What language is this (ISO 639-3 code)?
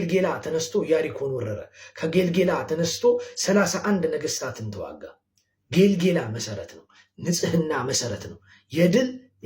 amh